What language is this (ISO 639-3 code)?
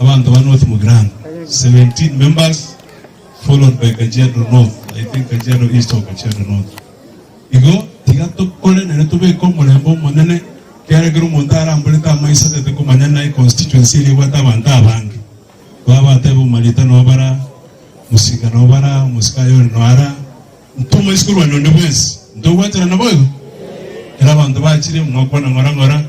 guz